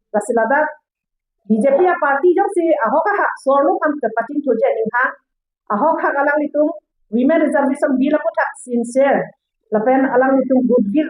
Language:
Karbi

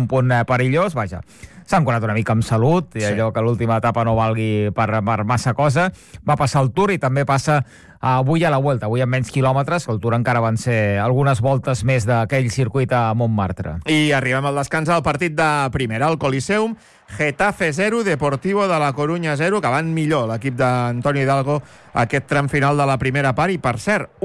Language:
Catalan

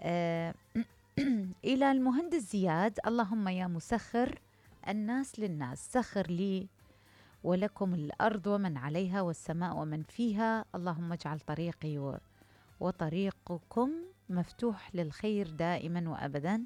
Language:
Mesopotamian Arabic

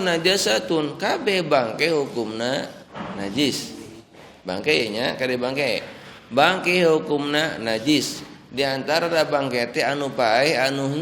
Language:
Sundanese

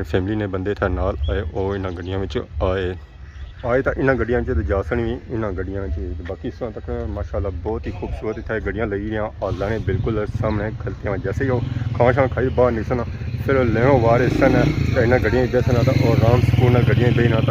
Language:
Pahari-Potwari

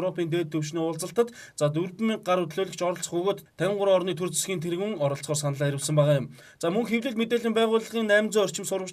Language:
Mongolian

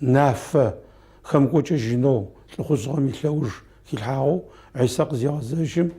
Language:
Adyghe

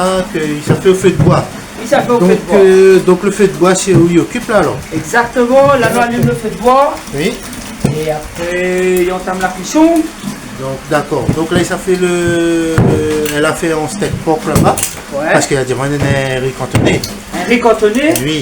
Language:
Réunion Creole French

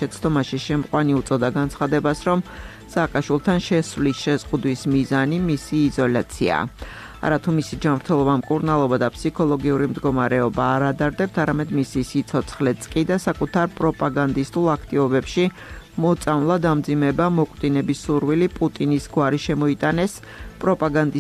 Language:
Georgian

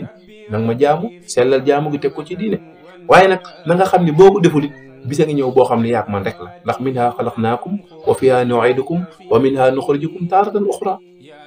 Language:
Wolof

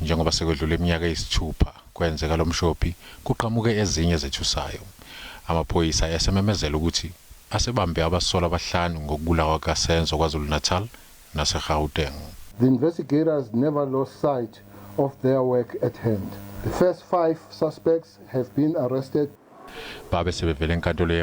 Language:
Zulu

